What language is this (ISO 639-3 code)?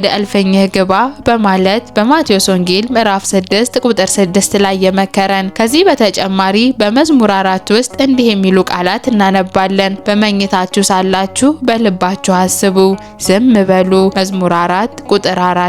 amh